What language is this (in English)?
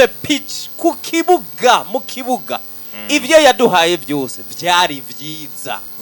Rundi